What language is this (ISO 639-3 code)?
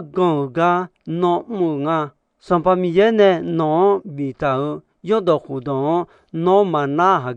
ahk